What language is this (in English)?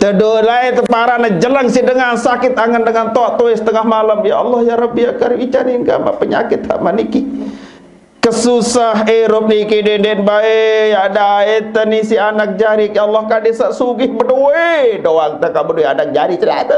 Sasak